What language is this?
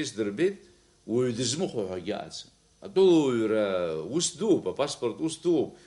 Abkhazian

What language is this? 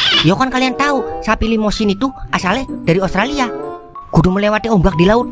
Betawi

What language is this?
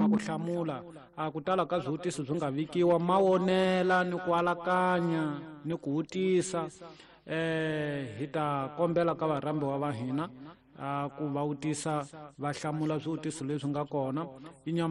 Tsonga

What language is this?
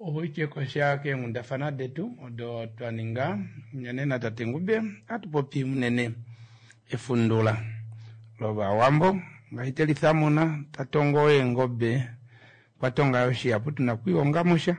Kuanyama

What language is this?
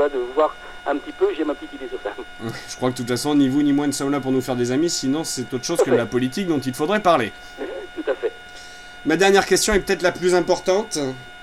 French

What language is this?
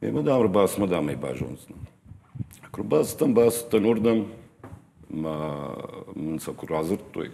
Ossetic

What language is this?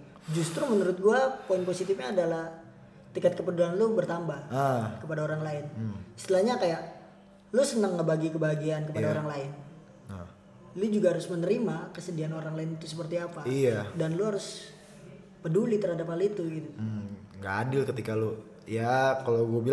Indonesian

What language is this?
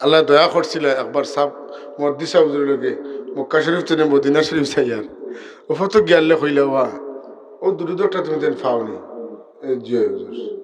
Sylheti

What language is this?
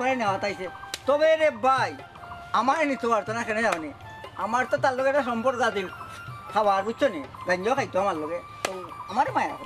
Sylheti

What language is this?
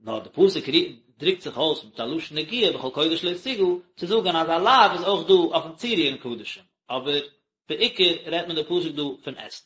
Yiddish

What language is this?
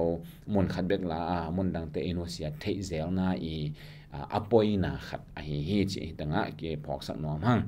Tedim Chin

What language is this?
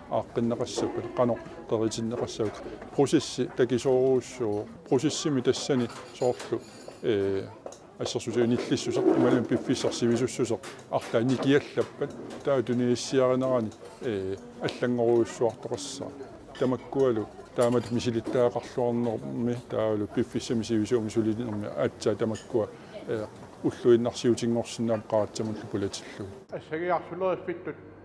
Kalaallisut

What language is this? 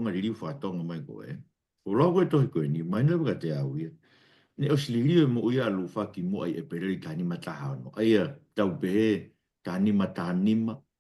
Tongan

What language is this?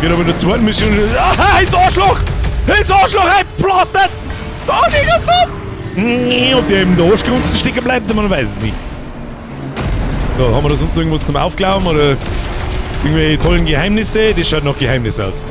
Bavarian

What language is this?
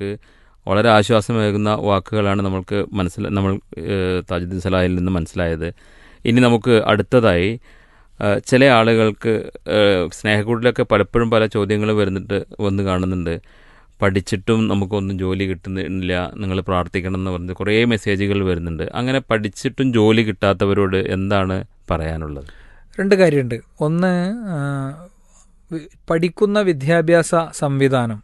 Malayalam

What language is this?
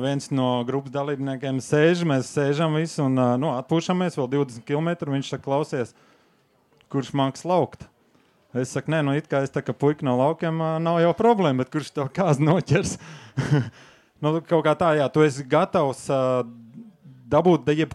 Latvian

